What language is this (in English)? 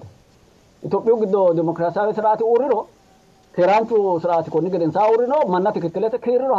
Sidamo